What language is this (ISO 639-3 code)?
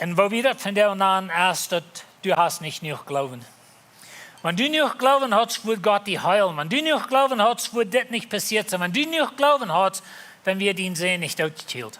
pdt